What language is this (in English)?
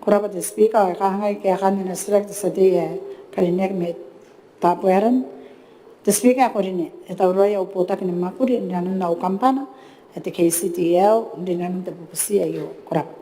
Gilbertese